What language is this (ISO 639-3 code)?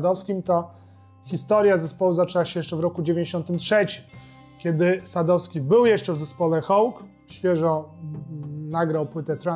pol